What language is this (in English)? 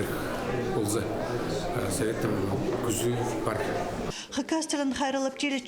Khakas